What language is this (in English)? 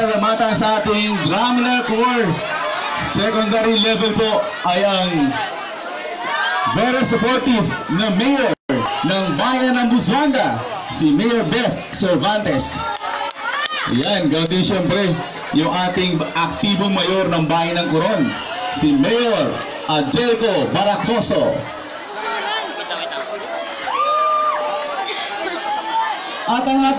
Filipino